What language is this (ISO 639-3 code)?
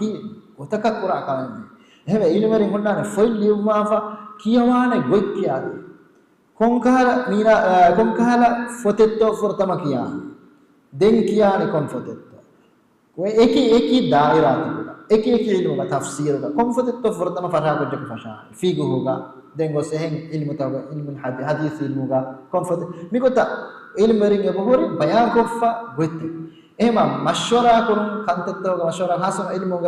div